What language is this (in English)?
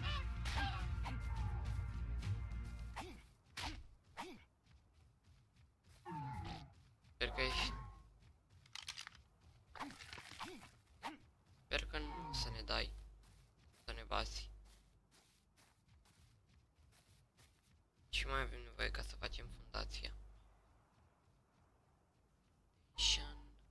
Romanian